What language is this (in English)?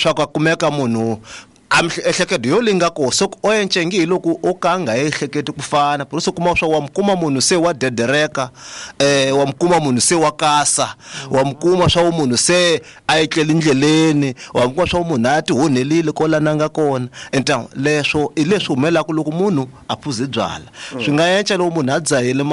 Tsonga